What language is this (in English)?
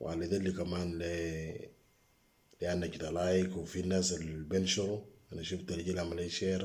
Moro